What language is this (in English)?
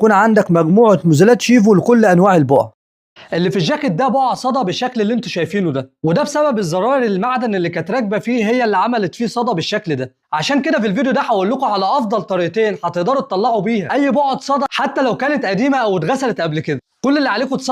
Egyptian Arabic